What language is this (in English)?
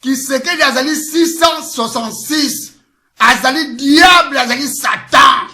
Lingala